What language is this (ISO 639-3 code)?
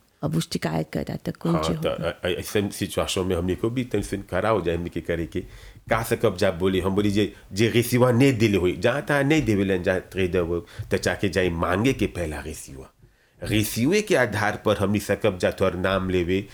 bho